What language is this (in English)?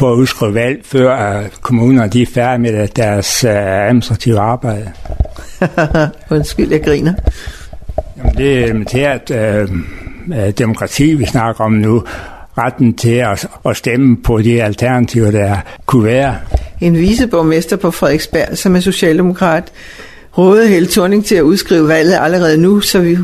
Danish